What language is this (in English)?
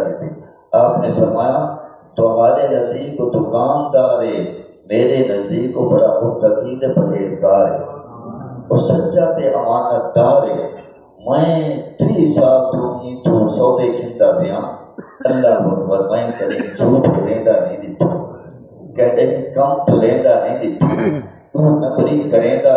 Saraiki